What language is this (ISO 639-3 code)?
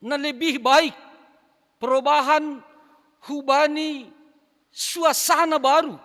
bts